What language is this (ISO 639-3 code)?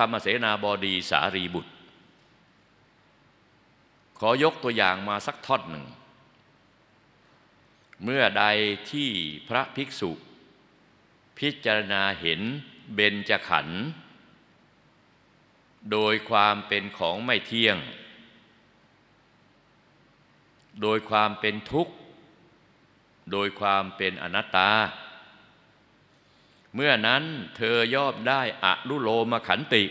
tha